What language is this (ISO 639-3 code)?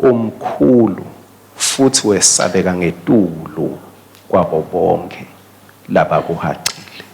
ssw